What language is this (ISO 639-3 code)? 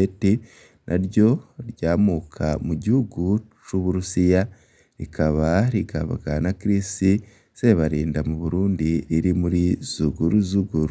run